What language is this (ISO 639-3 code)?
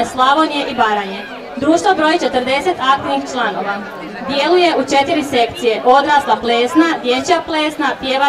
hrv